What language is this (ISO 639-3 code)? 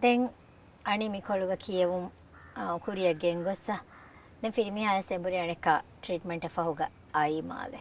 div